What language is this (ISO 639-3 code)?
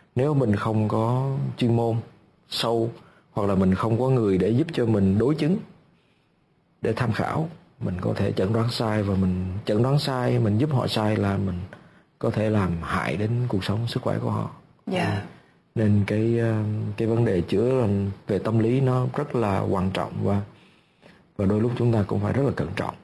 vie